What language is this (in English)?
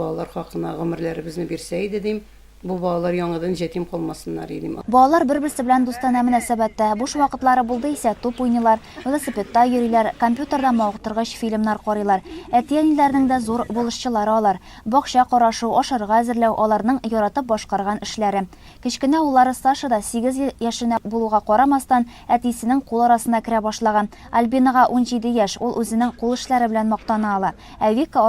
Tatar